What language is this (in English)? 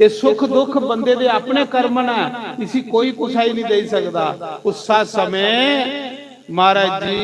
Dogri